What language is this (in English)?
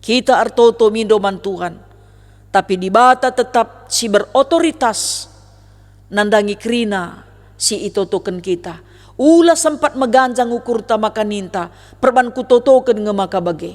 Batak Karo